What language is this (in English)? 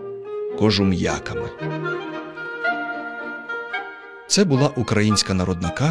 Ukrainian